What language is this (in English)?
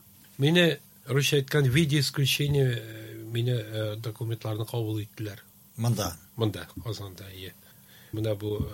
Tatar